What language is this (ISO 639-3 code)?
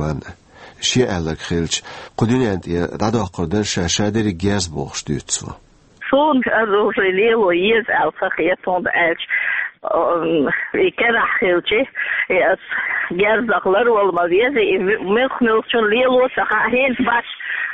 che